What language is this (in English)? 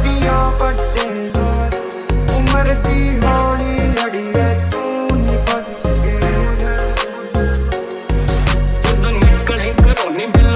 Punjabi